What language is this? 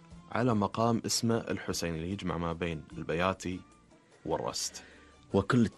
Gulf Arabic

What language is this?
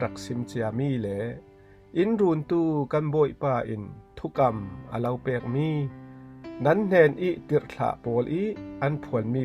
Falam Chin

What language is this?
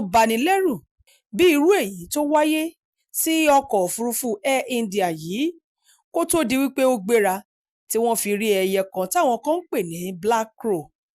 Yoruba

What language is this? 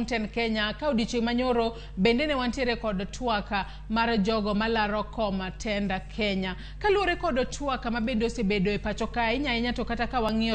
Luo (Kenya and Tanzania)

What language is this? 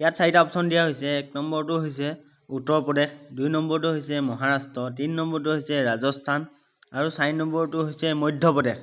Assamese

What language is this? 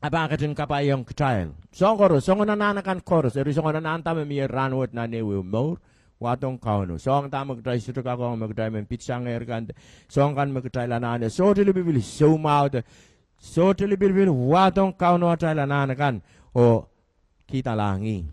Pohnpeian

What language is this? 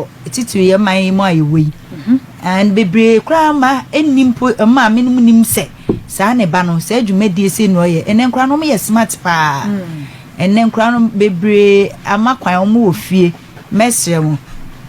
Akan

